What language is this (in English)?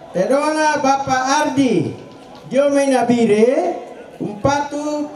Toraja-Sa'dan